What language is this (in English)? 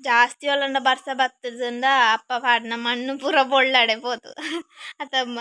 Tulu